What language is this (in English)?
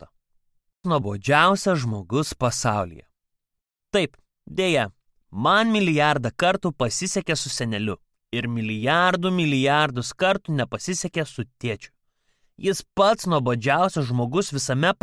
Lithuanian